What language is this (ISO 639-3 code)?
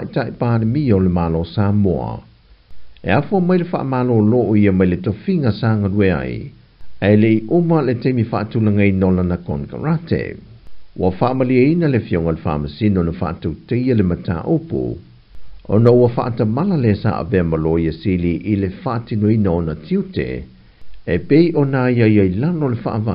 smo